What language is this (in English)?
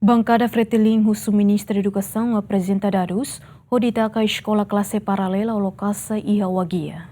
Tetum